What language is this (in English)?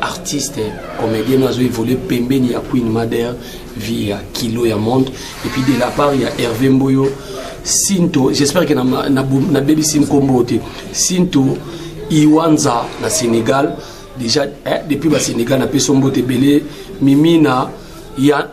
Lingala